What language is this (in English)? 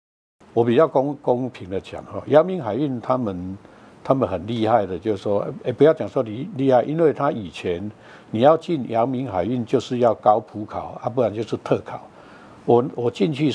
Chinese